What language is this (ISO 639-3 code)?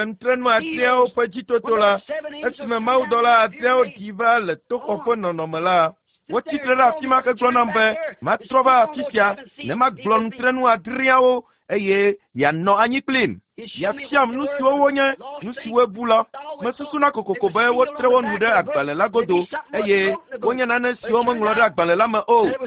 ewe